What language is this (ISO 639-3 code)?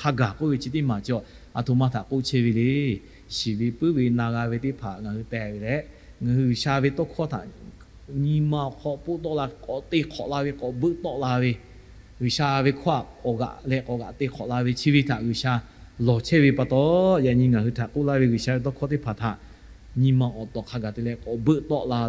lhu